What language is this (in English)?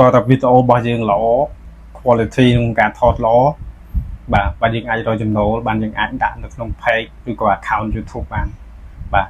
Khmer